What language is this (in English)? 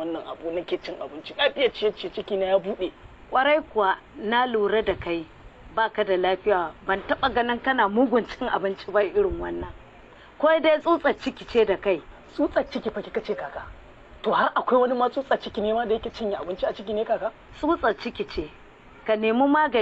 Hausa